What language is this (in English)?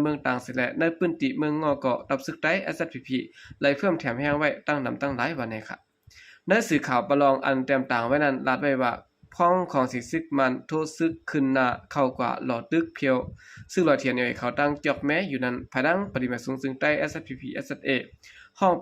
Shan